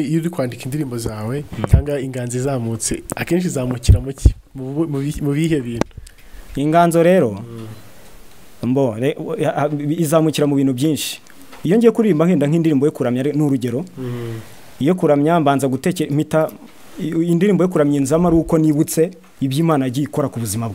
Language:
Kinyarwanda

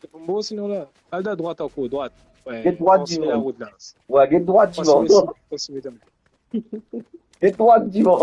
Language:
Morisyen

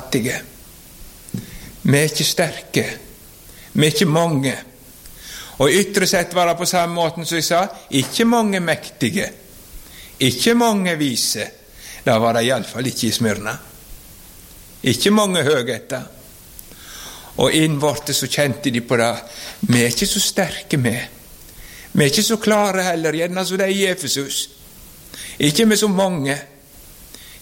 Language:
Norwegian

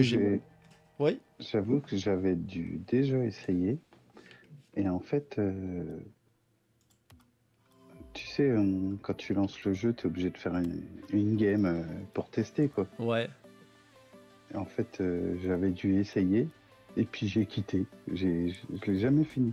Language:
French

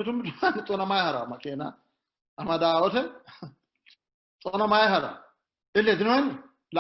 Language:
Sidamo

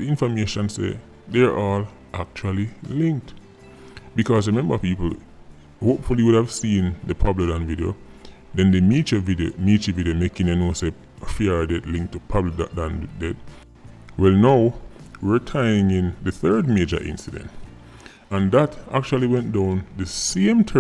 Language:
Jamaican Creole English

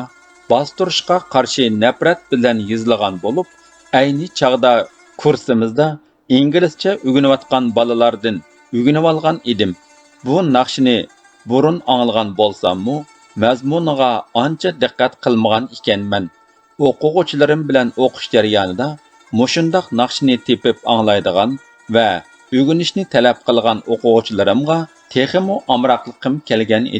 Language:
Uyghur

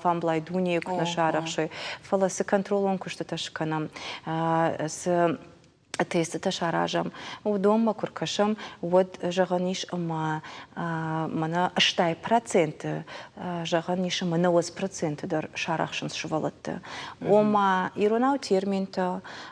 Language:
Ossetic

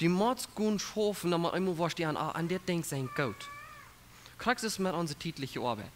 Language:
Plautdietsch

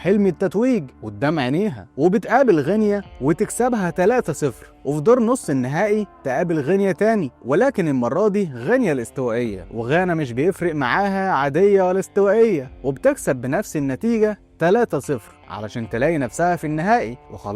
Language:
Egyptian Arabic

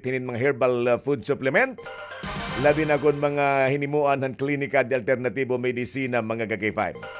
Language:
Waray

